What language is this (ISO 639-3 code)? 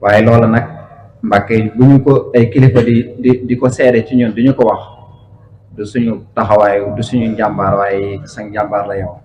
wol